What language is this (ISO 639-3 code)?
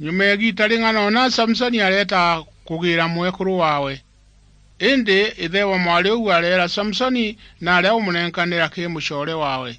mer